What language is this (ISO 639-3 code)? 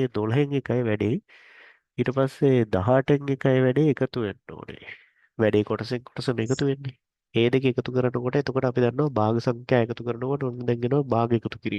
sin